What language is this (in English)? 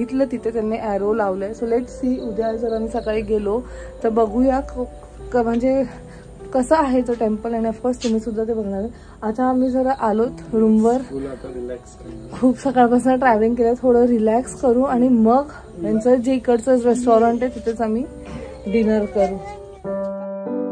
Marathi